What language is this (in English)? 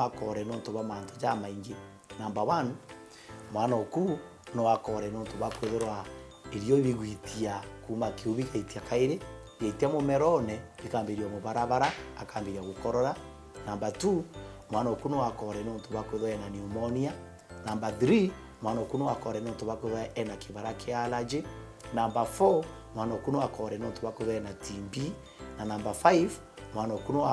Meru